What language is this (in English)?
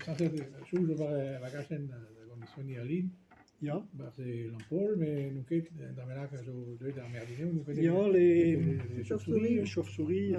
Breton